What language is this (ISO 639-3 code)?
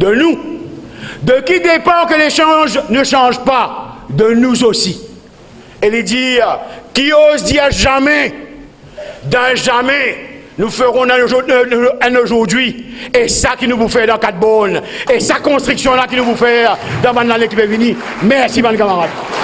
mfe